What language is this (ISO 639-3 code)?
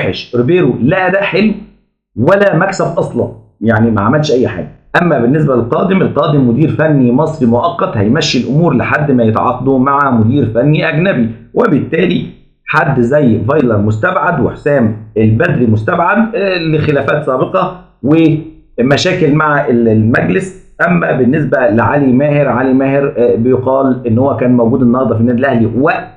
arz